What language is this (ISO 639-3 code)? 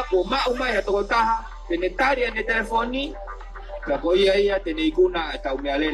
ton